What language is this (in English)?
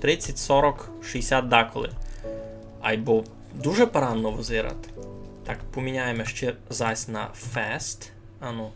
Rusyn